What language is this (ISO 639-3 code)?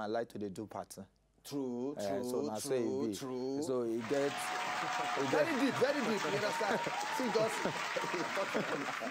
pcm